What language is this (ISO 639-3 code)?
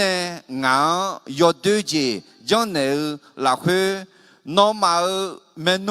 ahk